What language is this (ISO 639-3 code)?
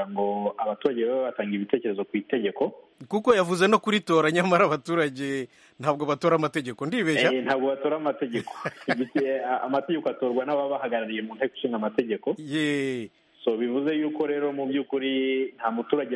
kin